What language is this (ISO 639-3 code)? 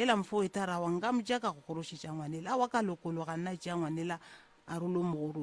nso